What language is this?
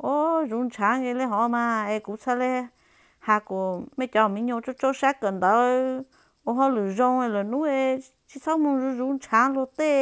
Hmong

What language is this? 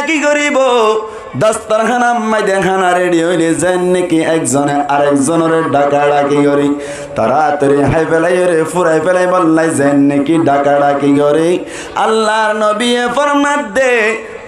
Rohingya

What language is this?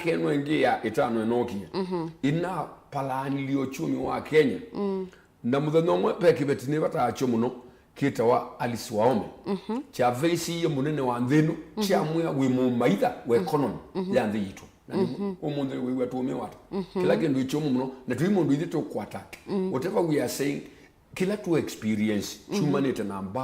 Kamba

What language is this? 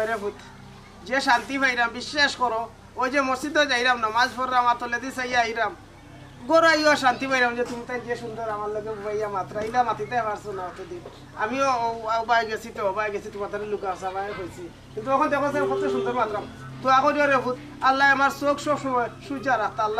Sylheti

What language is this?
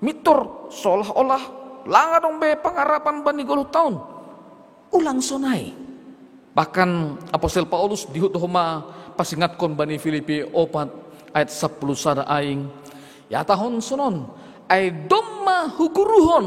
Batak Simalungun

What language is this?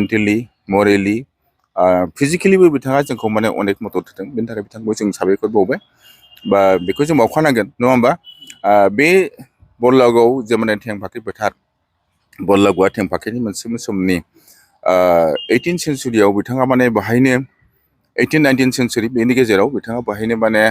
Bodo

